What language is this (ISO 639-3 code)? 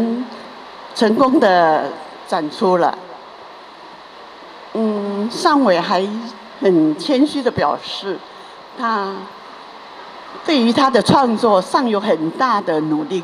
zho